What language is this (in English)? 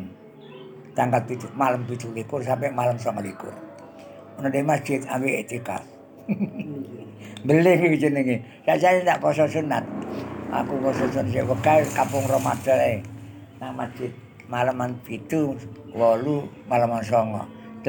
Javanese